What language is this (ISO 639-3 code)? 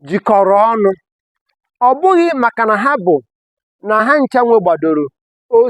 ibo